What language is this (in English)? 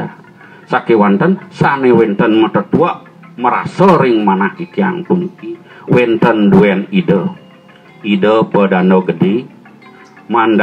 Balinese